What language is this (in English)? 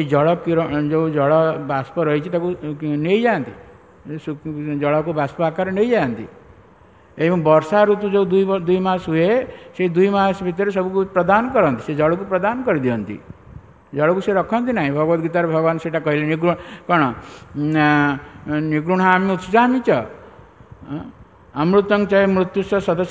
Odia